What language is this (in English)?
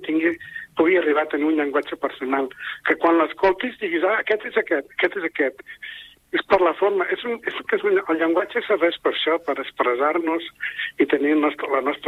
Catalan